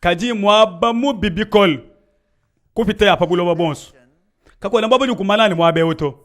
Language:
Luba-Lulua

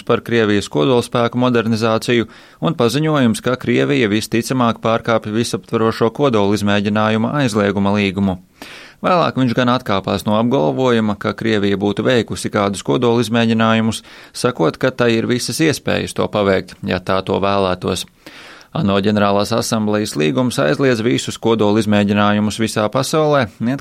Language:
Latvian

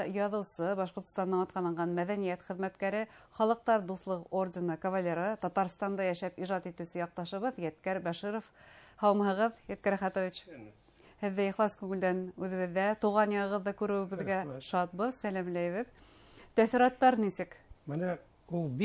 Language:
Bashkir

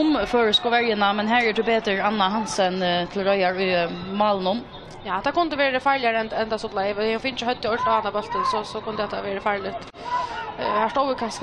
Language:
Faroese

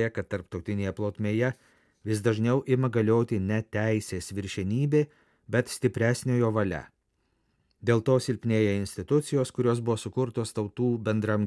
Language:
Lithuanian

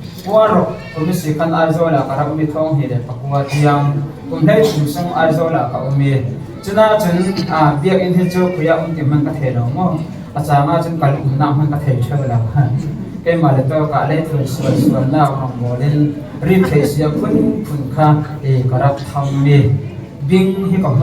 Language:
Falam Chin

